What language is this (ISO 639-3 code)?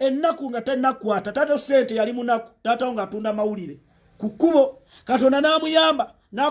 lug